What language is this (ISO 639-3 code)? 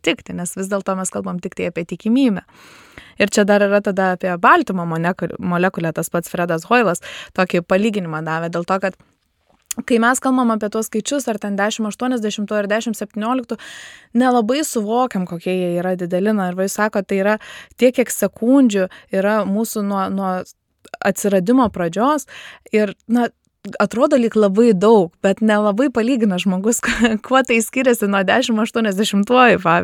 lit